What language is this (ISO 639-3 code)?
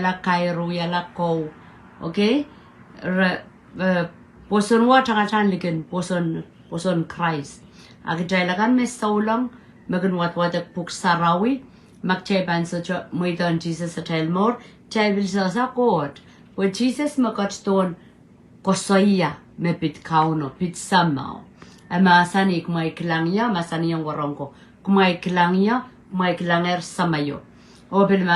pon